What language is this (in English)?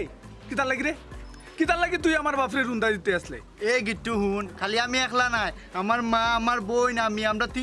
Sylheti